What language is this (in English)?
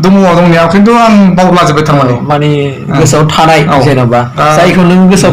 Bodo